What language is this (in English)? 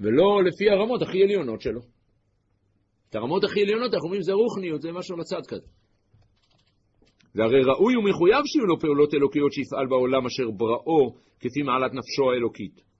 Hebrew